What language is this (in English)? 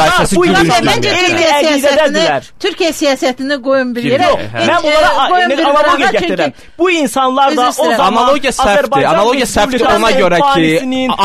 Azerbaijani